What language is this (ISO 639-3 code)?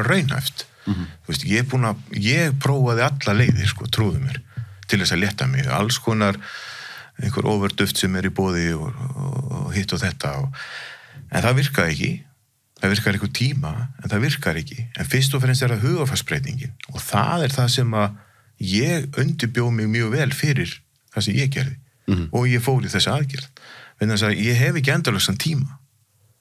isl